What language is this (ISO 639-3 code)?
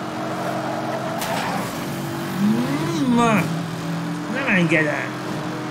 hun